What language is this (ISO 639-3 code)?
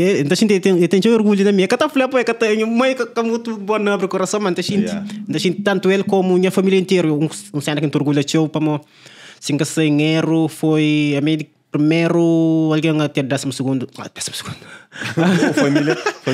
kea